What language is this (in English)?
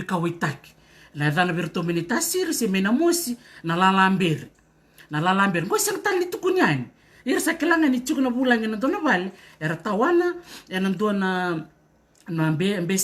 Fijian